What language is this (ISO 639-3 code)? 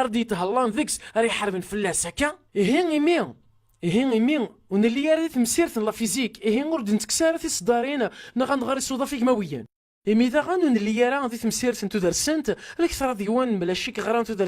kab